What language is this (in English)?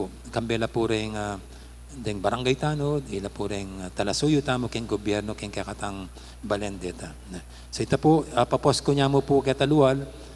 Pampanga